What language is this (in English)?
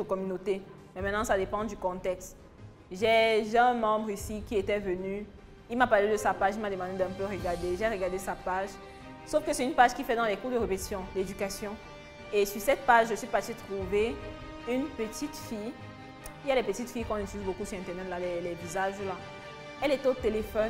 French